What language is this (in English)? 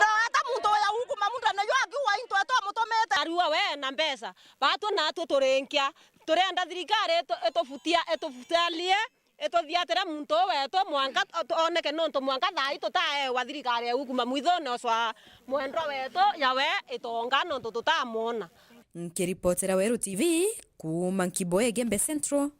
Meru